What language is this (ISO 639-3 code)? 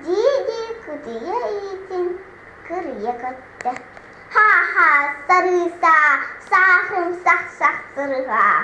sah